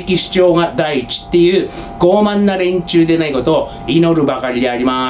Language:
Japanese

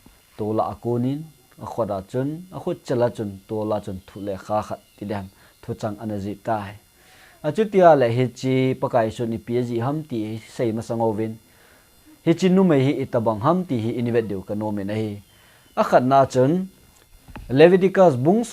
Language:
Thado Chin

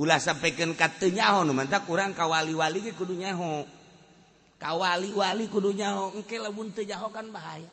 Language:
Sundanese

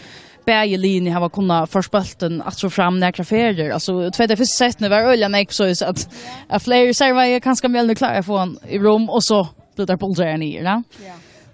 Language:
Faroese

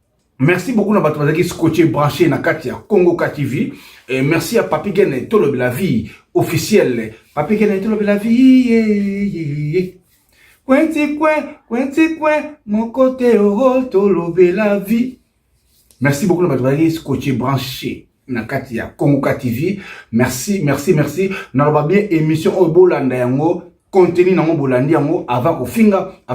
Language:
Lingala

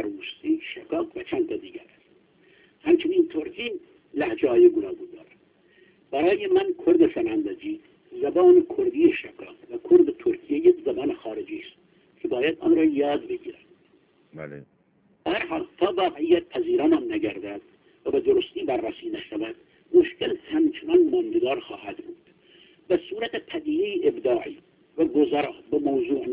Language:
Persian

